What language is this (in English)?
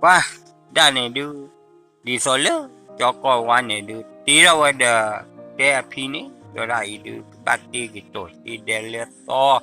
S'gaw Karen